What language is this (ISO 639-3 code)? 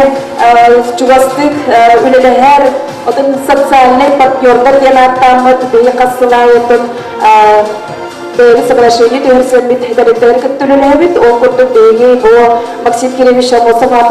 sah